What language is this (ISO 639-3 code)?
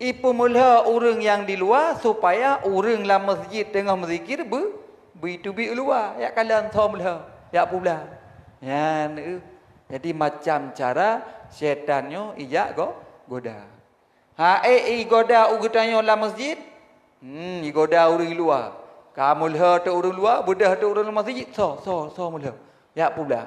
ace